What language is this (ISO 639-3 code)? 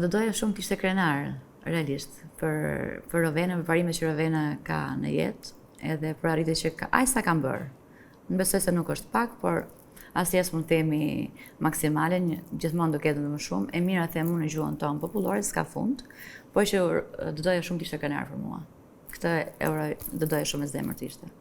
sqi